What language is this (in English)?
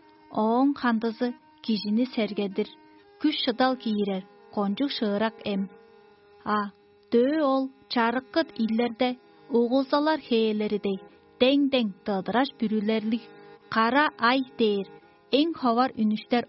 Tuvinian